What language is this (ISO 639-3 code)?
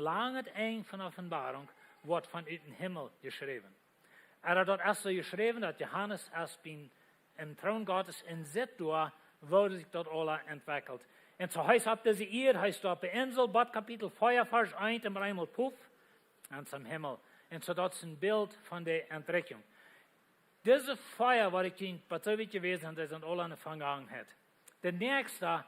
pdt